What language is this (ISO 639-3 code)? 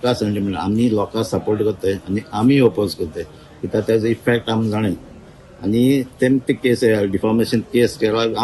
kok